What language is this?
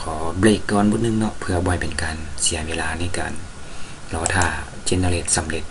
Lao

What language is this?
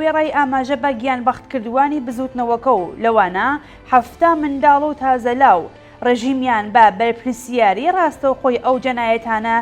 Central Kurdish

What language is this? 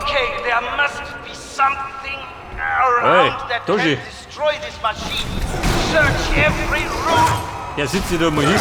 Bavarian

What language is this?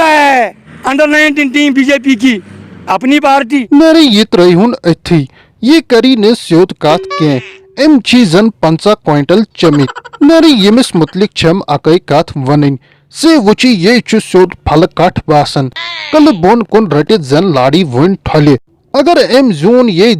Kashmiri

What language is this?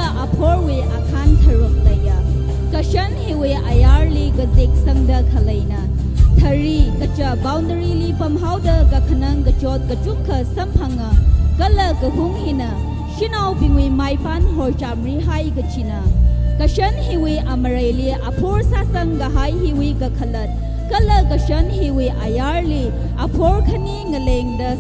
Tangkhul Naga (India)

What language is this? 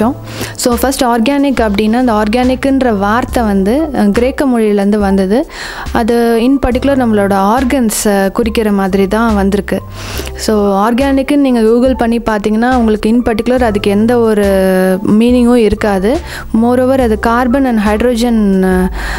Tamil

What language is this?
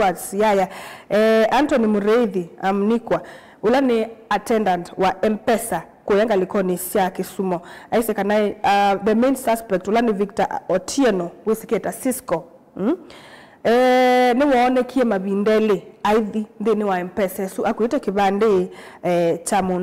Kamba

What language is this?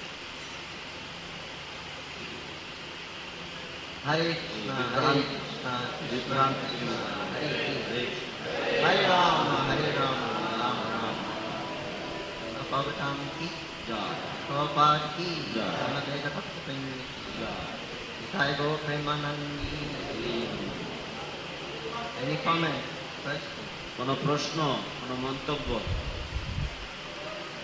Bangla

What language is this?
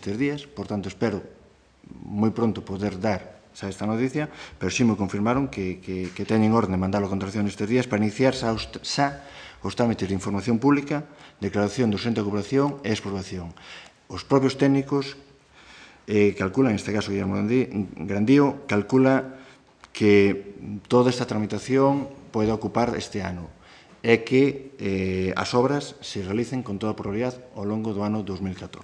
Galician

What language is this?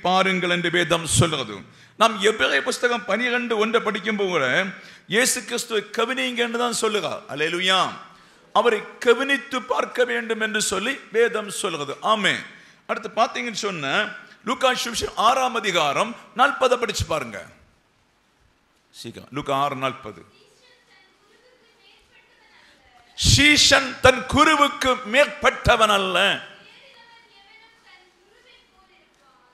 Tamil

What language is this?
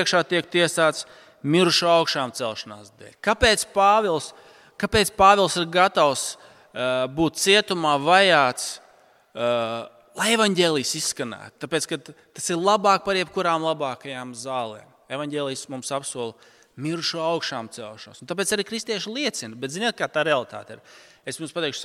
Latvian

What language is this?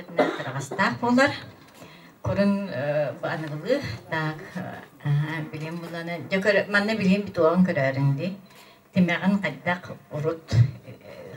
Yakut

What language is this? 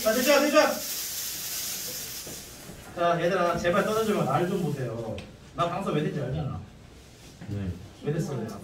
Korean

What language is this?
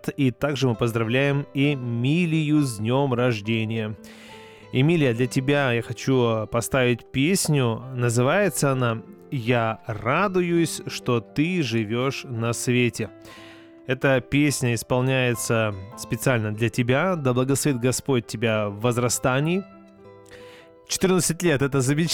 Russian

